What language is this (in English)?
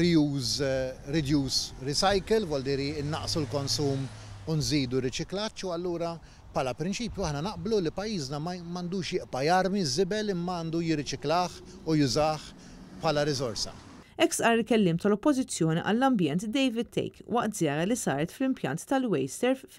Maltese